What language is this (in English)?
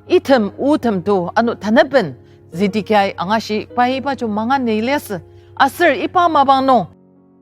Ao Naga